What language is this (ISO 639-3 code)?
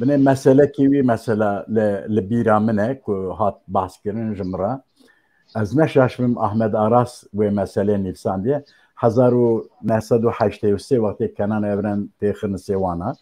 kur